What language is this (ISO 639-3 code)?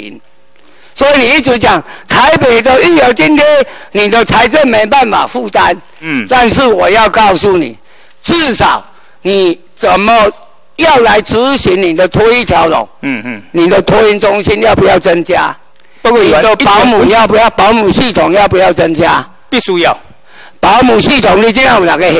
zho